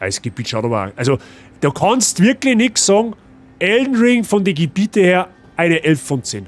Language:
Bavarian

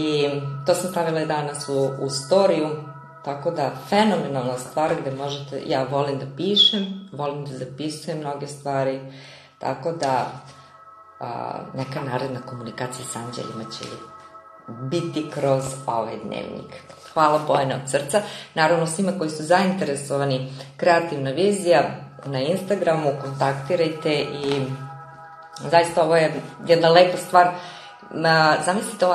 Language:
Serbian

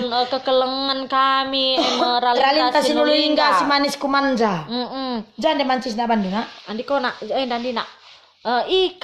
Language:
Batak Karo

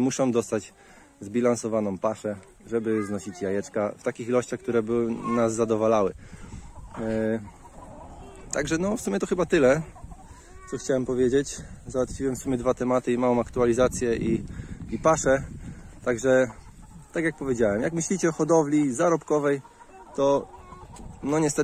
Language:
Polish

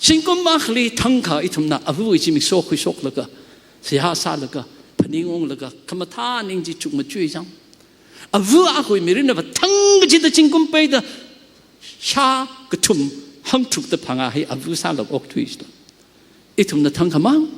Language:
Tangkhul Naga (India)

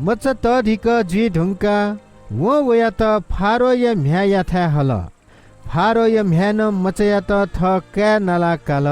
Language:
Newari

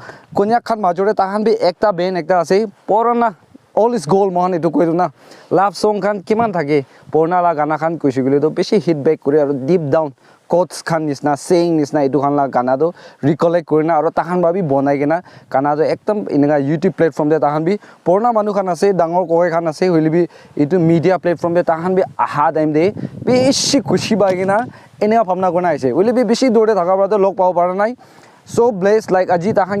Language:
Naga Pidgin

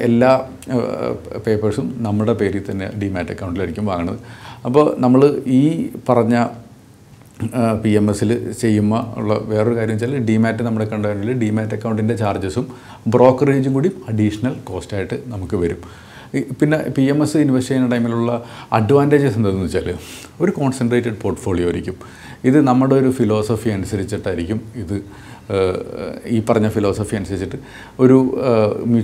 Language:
Malayalam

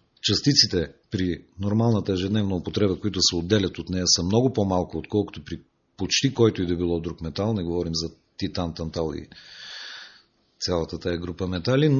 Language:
Bulgarian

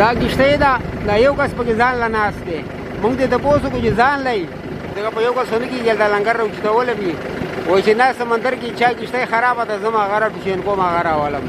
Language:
Pashto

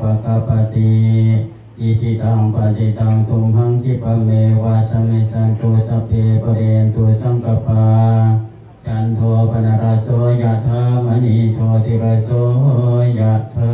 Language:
Pali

